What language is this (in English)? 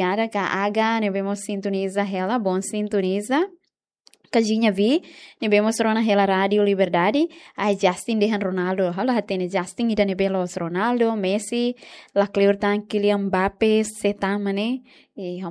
Tetum